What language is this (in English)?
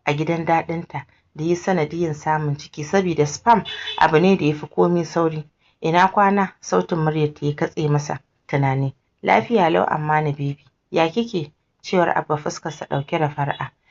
Hausa